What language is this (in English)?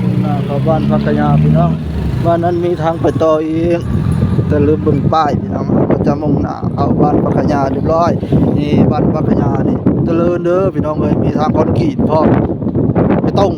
Northeastern Thai